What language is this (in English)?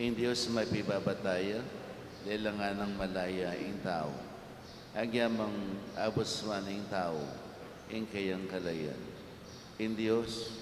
Pampanga